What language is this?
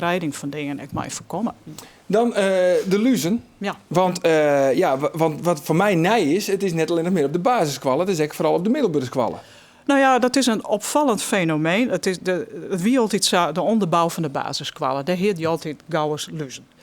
Western Frisian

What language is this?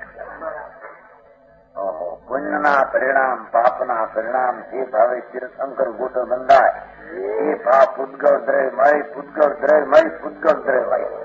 Gujarati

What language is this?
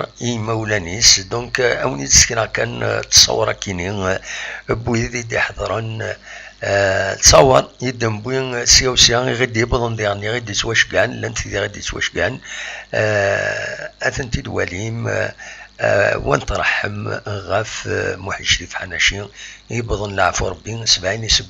Kabyle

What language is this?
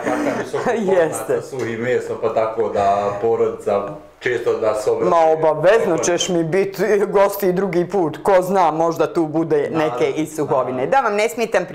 Bosnian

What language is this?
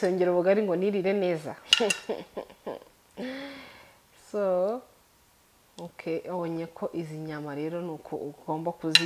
Kinyarwanda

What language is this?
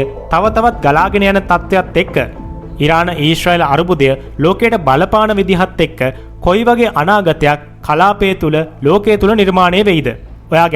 Sinhala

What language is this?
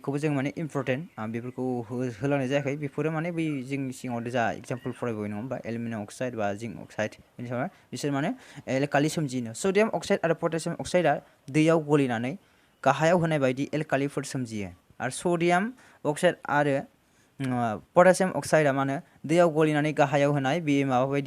Bodo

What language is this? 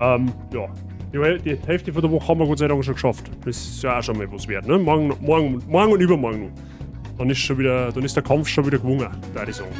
Bavarian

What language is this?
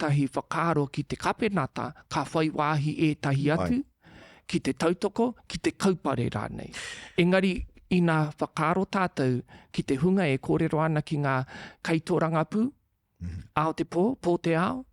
Māori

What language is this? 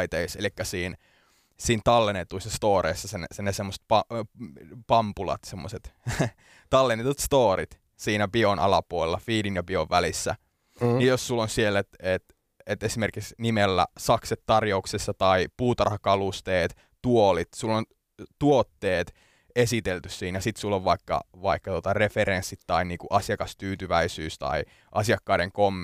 Finnish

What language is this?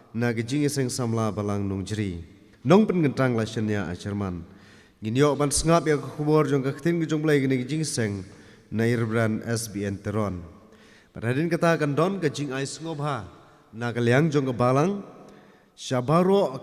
Khasi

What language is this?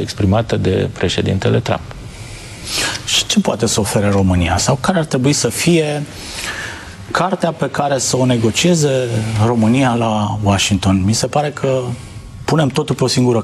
Romanian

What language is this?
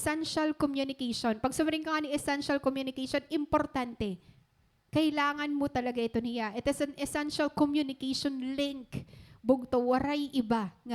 Waray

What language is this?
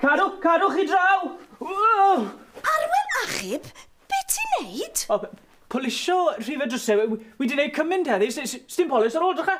Welsh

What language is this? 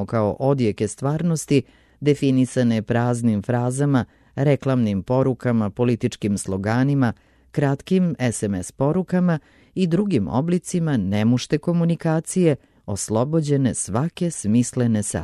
Serbian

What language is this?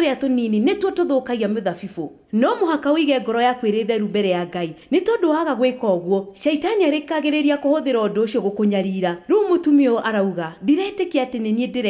Kikuyu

